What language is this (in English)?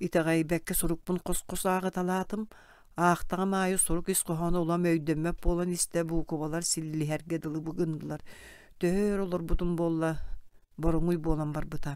Yakut